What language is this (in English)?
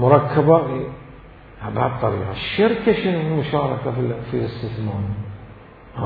Mesopotamian Arabic